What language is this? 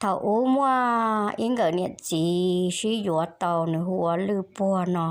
Hmong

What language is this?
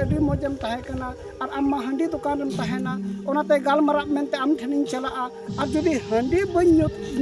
Santali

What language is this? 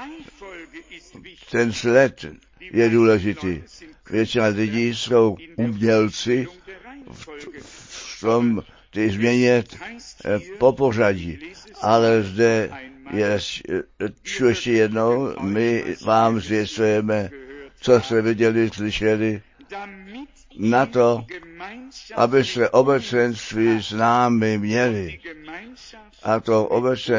Czech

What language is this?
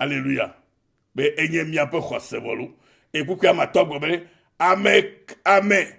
Ewe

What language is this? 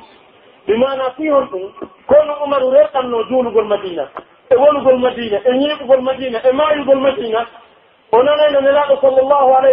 Pular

